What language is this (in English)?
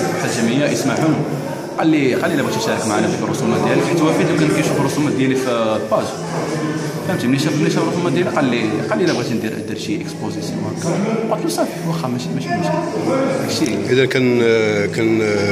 Moroccan Arabic